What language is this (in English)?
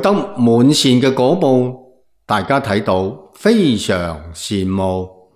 Cantonese